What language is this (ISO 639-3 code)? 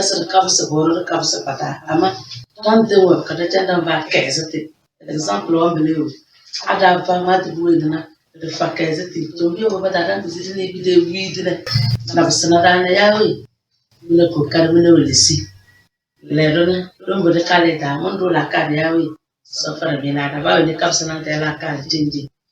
kdh